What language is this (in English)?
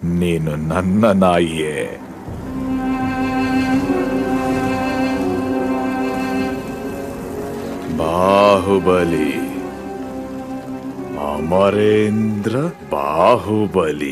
Kannada